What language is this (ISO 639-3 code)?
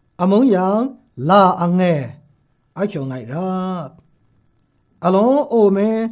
mhx